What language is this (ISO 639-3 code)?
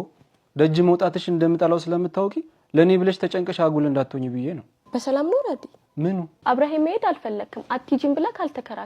amh